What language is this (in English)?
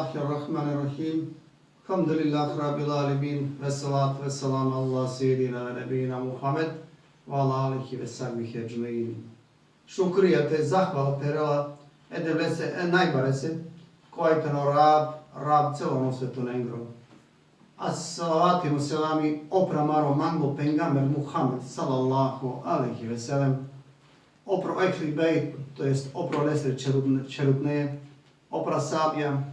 Balkan Romani